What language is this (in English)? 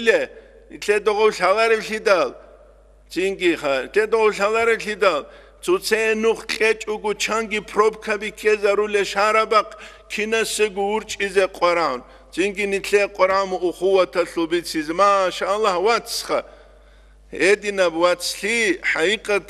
Avaric